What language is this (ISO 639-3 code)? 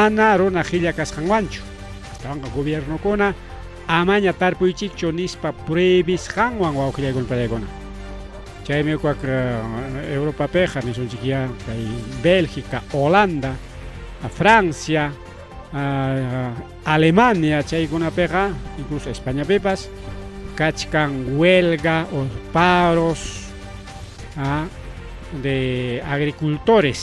quy